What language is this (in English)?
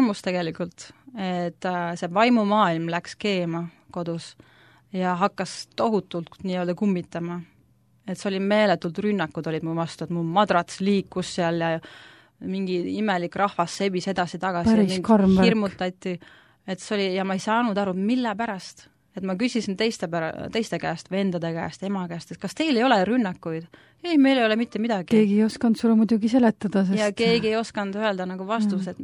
Estonian